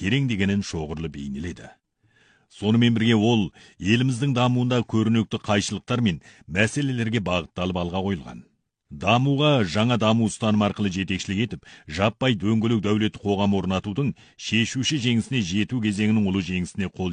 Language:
Kazakh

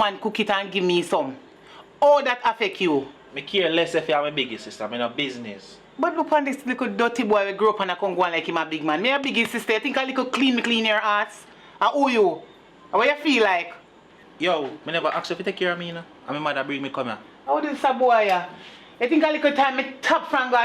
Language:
Jamaican Creole English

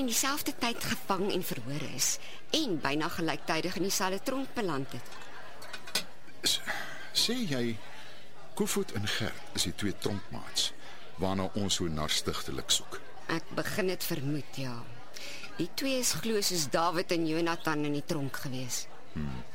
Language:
Afrikaans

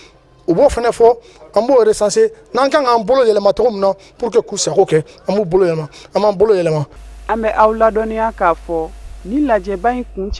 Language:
Bambara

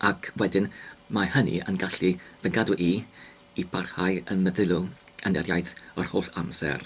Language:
Welsh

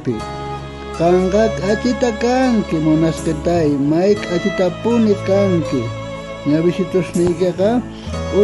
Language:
South Bolivian Quechua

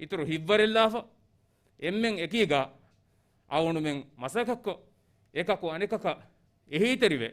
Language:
Divehi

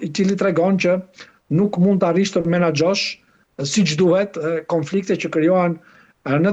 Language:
Albanian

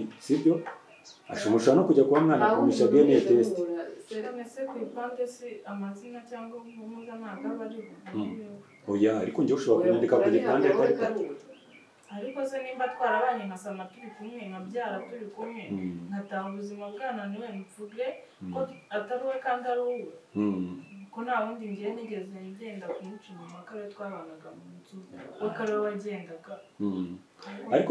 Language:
Kinyarwanda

